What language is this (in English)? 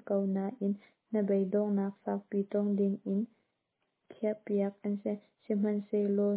Hakha Chin